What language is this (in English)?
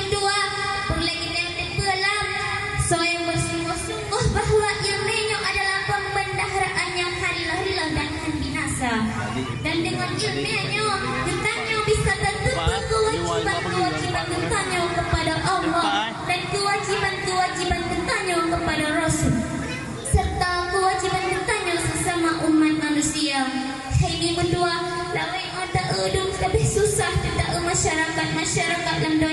Achinese